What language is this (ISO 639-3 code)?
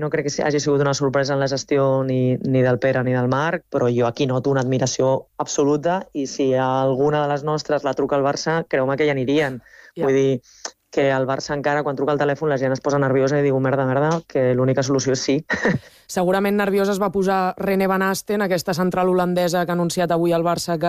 cat